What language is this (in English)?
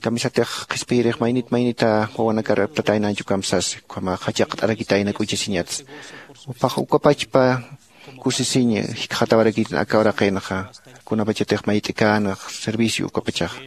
Aymara